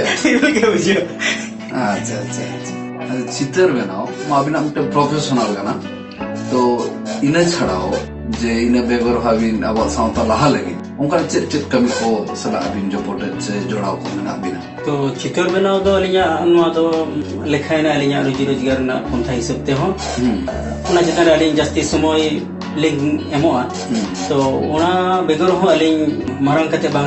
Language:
Santali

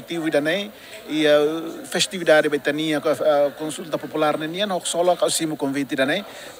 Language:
Tetum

